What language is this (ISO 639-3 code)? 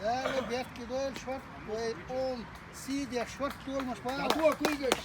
che